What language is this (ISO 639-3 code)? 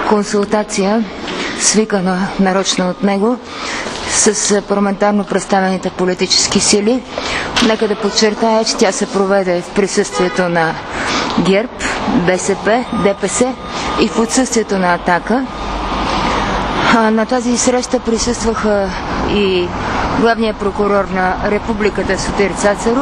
bul